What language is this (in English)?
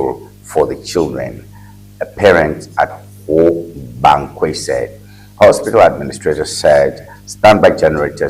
Ewe